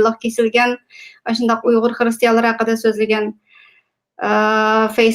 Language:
Uyghur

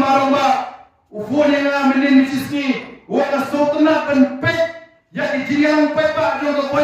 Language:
Khasi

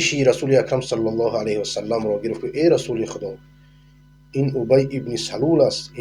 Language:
Persian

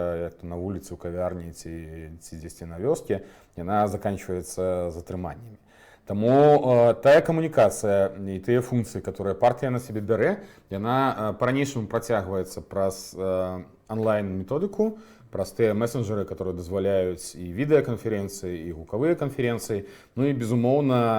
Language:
Belarusian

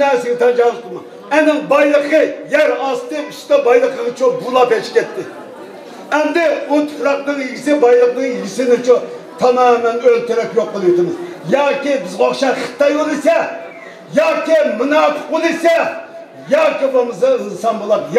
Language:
Uyghur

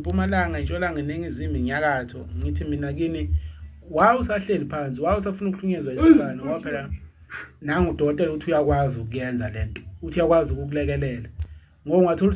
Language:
Zulu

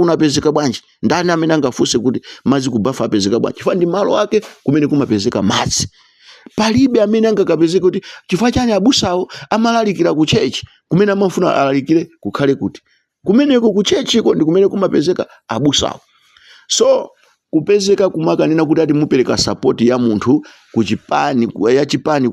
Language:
Nyanja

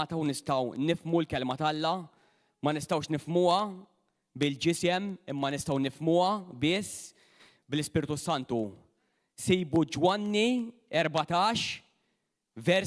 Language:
Maltese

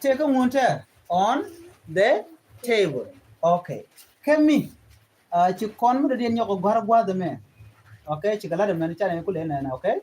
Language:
Nuer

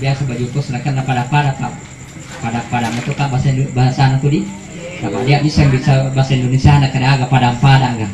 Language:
Buginese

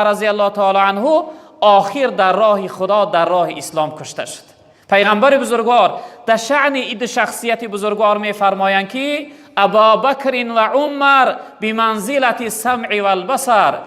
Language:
Tajik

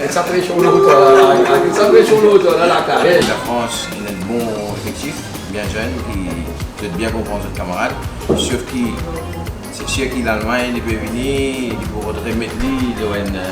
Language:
Morisyen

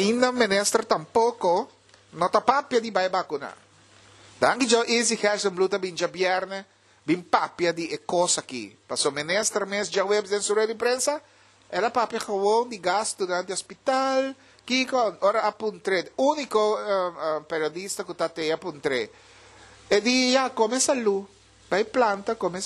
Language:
Papiamento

